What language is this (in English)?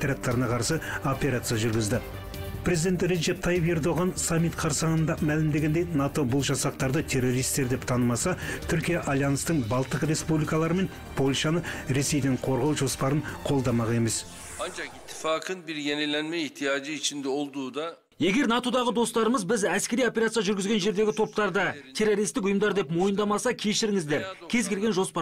Kazakh